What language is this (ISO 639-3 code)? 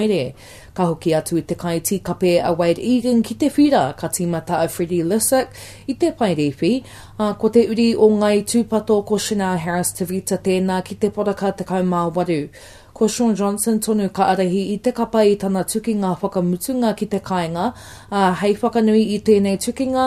mri